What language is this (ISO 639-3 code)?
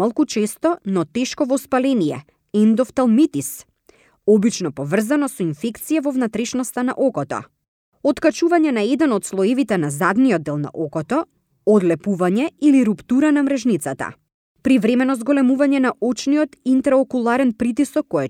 mkd